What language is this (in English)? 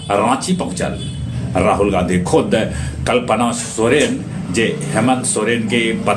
Magahi